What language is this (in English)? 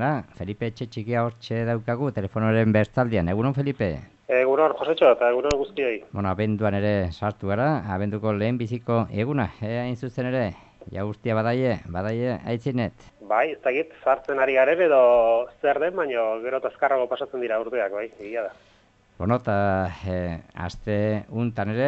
Basque